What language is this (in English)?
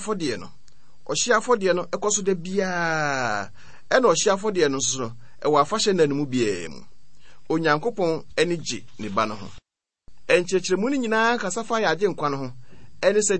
Akan